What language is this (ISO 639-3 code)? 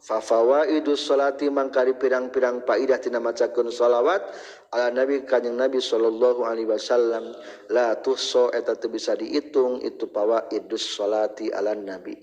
sun